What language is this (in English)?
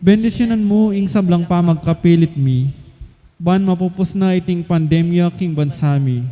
Pampanga